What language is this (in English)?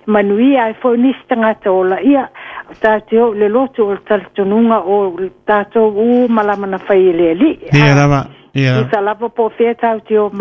Samoan